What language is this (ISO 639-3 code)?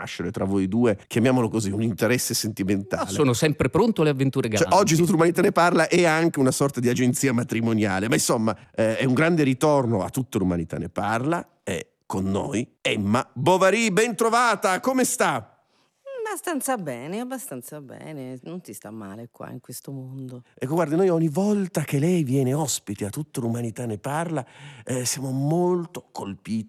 ita